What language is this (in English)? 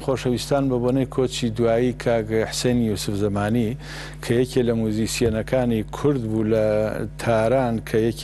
Central Kurdish